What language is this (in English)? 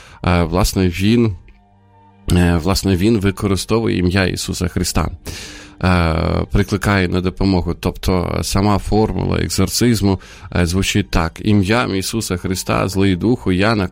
Ukrainian